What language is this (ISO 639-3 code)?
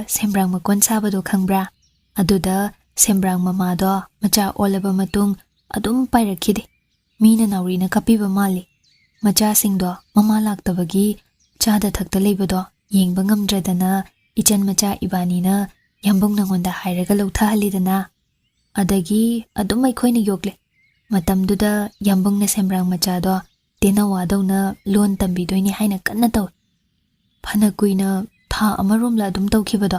mni